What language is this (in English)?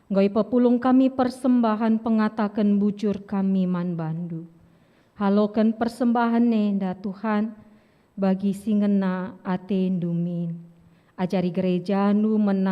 Batak Karo